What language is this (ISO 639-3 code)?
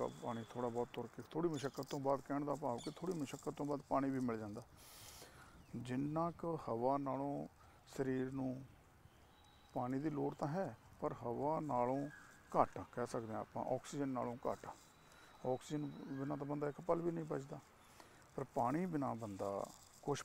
pan